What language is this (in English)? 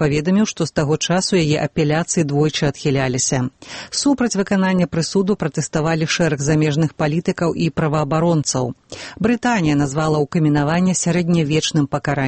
Belarusian